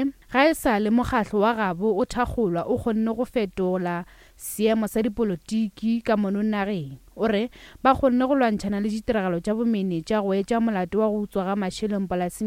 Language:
Northern Sotho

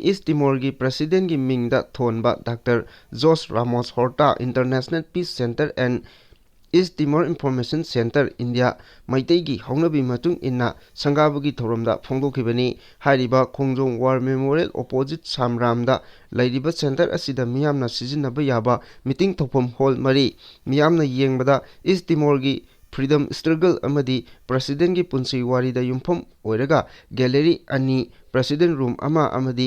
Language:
Manipuri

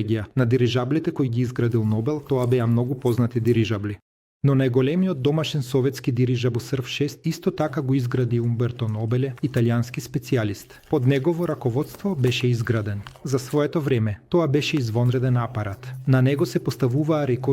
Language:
Macedonian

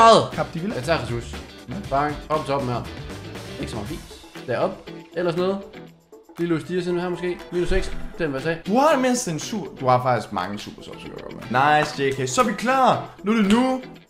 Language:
Danish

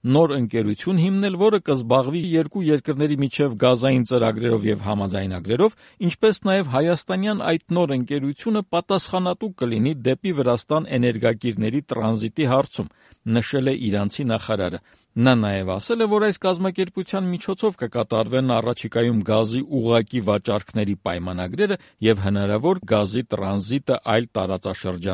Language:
Armenian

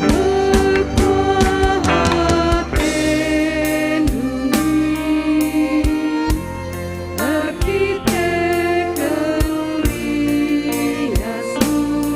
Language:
Batak Karo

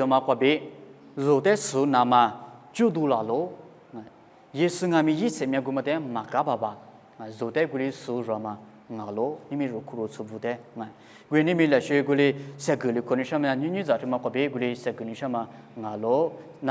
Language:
Lisu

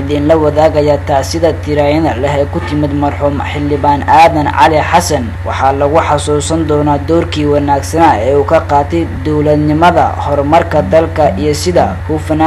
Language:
Somali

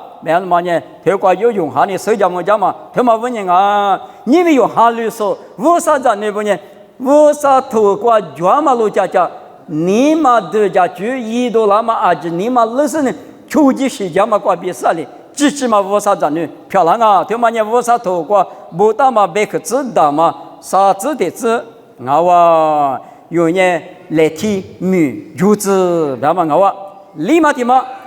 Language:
Lisu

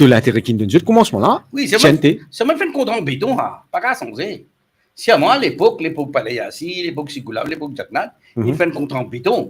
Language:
Morisyen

